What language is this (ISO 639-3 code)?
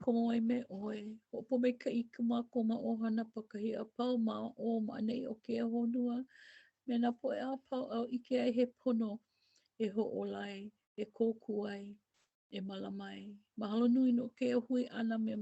haw